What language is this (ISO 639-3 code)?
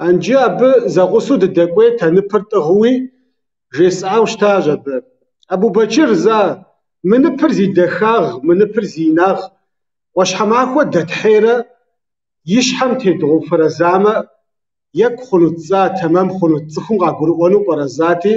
kbd